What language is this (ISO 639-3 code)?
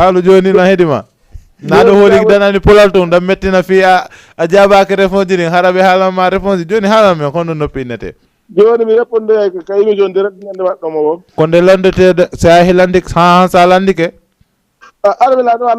ful